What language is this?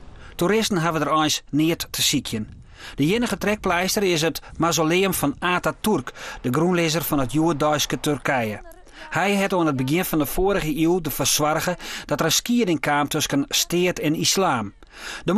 Western Frisian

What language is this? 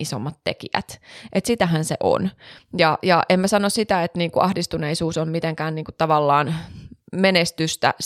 Finnish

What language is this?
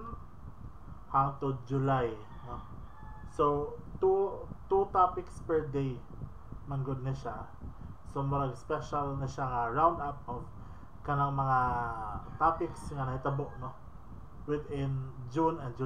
Cebuano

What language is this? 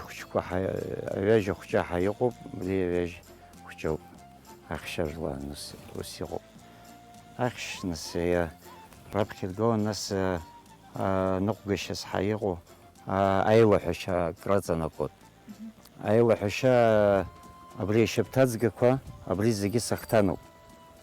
Abkhazian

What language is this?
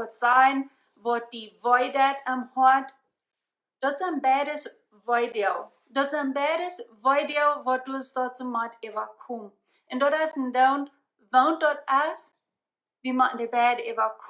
Plautdietsch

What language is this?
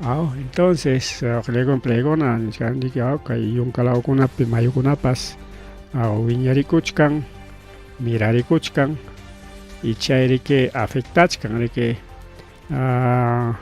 Ayacucho Quechua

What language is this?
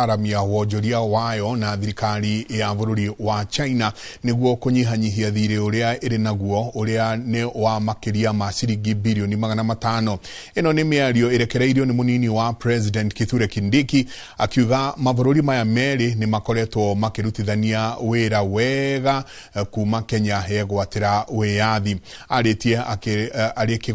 Kikuyu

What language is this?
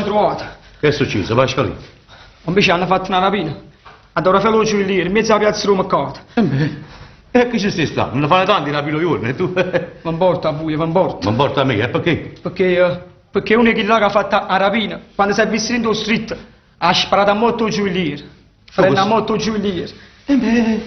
Neapolitan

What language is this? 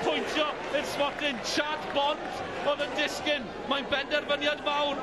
Welsh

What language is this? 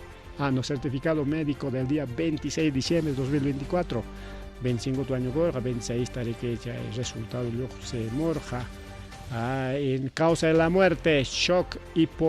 Ayacucho Quechua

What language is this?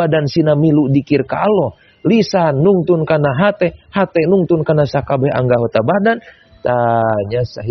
Sundanese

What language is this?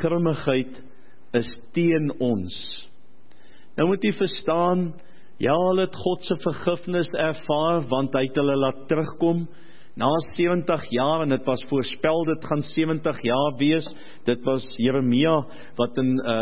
Afrikaans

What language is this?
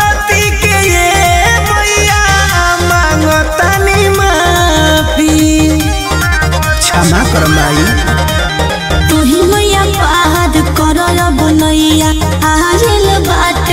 Bhojpuri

